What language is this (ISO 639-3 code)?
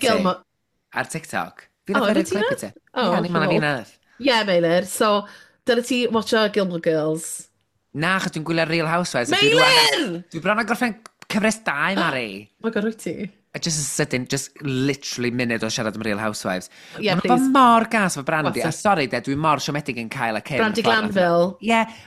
cym